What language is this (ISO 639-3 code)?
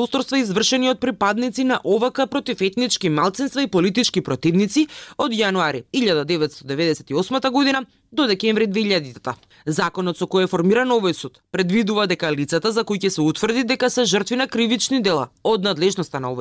mkd